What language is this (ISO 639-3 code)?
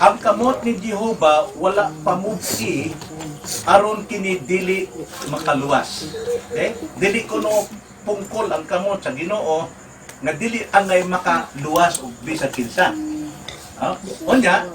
ceb